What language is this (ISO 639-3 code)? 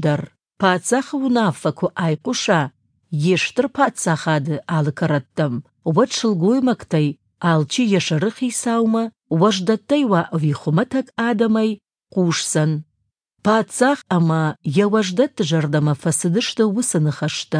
oss